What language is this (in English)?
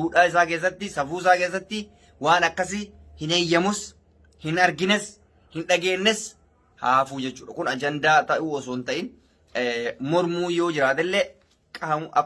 Oromo